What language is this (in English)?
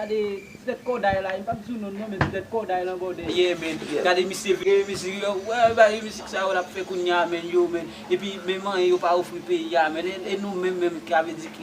Haitian Creole